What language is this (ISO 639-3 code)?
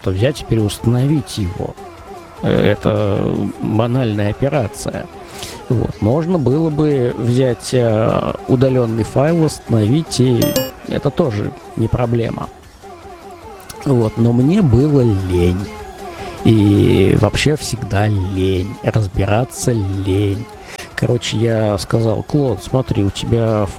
rus